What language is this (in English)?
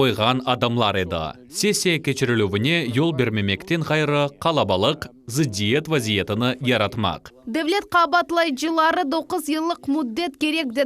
Crimean Tatar